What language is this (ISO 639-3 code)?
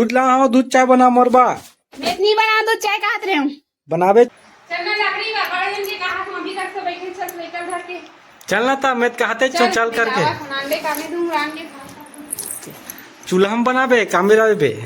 hne